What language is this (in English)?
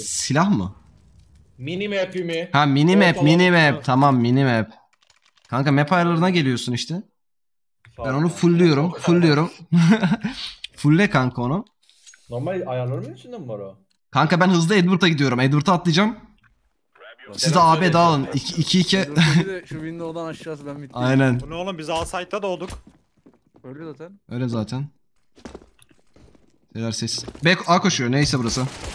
Turkish